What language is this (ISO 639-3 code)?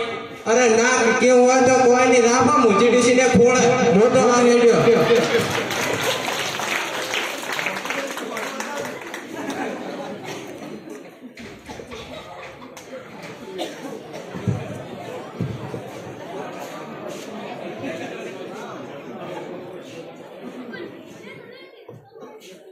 guj